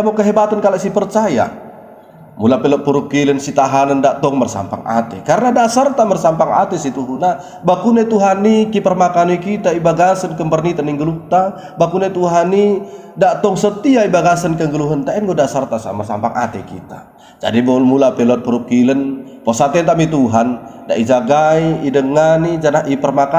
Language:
Batak Dairi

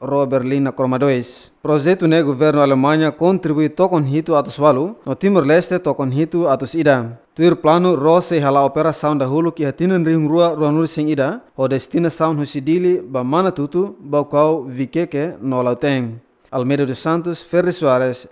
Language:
Tetum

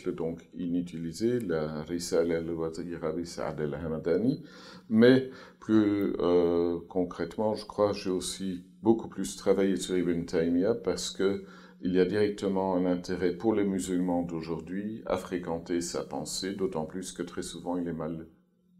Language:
French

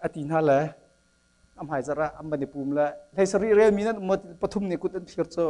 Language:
Hakha Chin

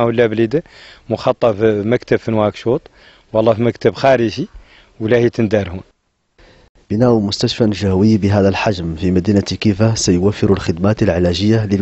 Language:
Arabic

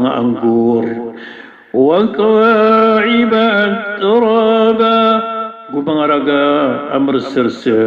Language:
Maranao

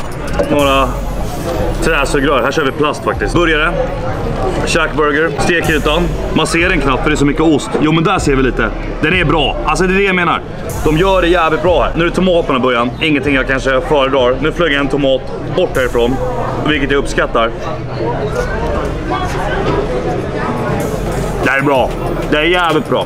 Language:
Swedish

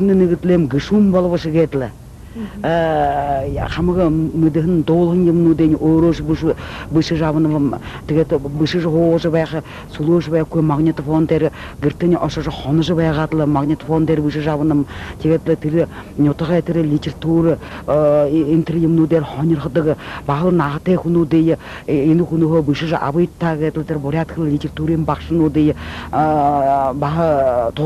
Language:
Buriat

